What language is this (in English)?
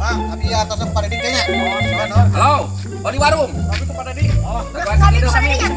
Sundanese